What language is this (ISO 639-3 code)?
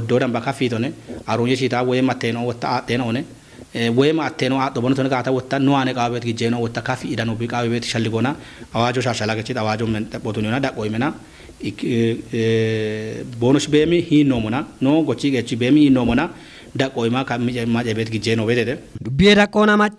kbr